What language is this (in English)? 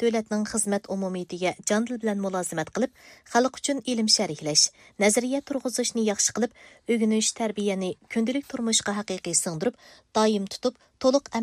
Uyghur